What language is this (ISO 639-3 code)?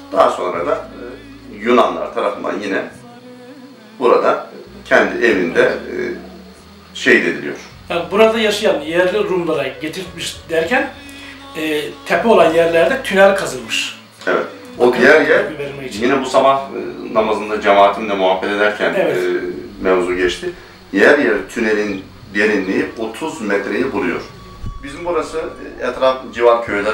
tur